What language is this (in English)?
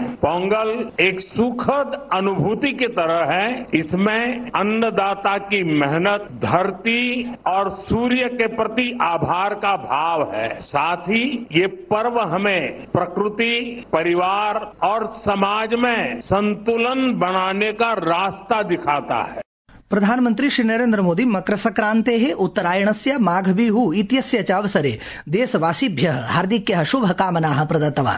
Sanskrit